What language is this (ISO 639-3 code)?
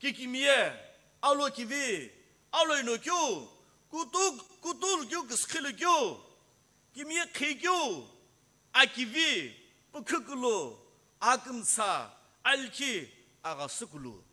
nsm